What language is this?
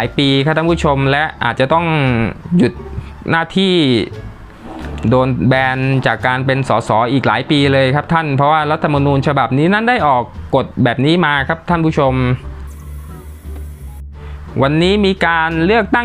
Thai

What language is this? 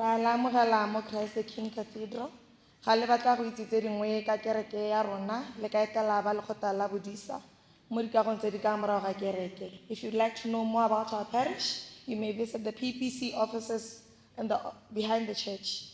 Tswana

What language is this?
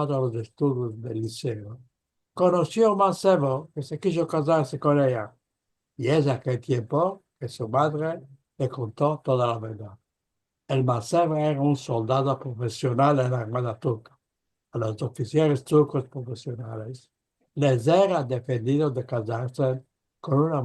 Ladino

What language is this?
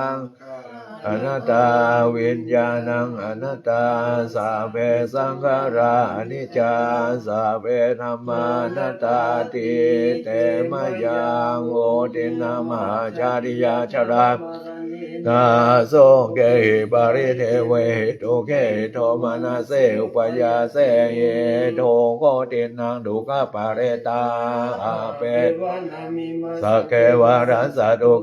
Pali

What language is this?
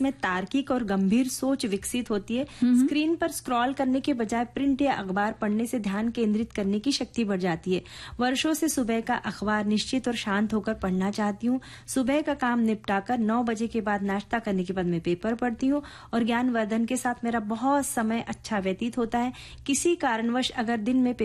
Hindi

